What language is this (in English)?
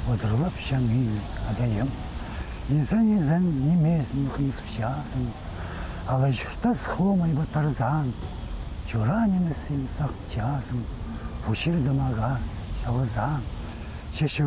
Khakas